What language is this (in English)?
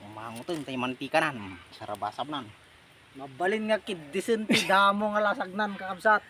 Iloko